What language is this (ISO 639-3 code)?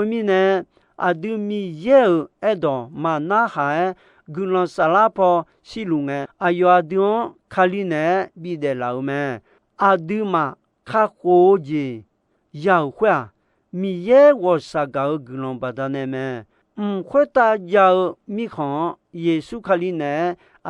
ahk